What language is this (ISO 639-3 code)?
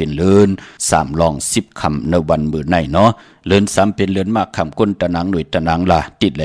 shn